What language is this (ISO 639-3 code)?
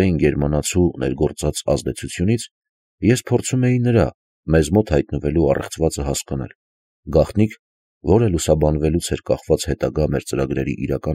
hye